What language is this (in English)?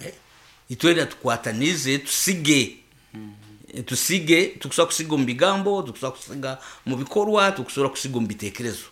Nyoro